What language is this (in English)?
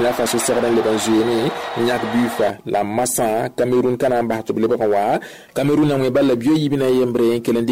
Mossi